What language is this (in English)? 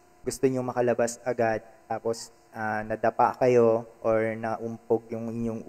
Filipino